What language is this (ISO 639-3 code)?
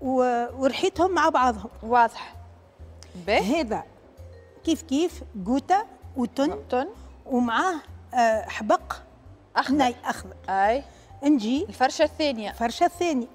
aeb